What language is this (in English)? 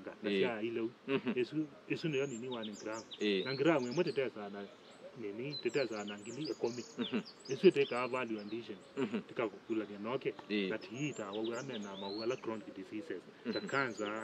Kamba